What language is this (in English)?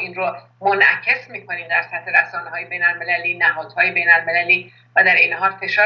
Persian